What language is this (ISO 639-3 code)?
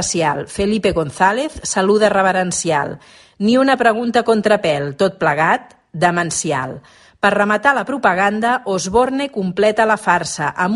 cat